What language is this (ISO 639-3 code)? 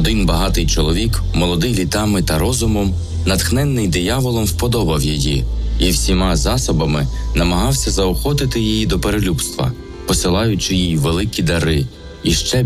ukr